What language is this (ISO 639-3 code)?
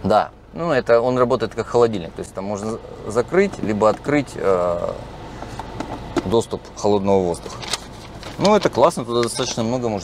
rus